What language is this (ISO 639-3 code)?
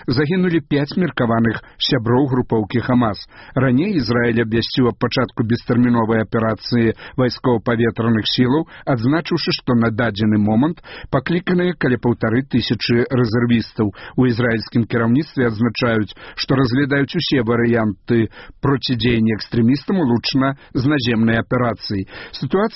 bel